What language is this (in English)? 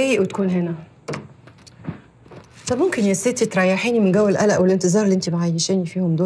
Egyptian Arabic